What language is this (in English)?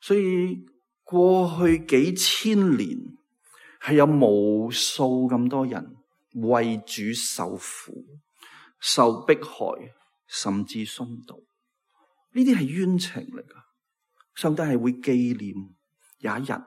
Cantonese